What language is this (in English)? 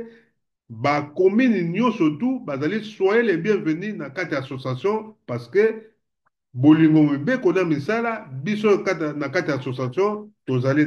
Lingala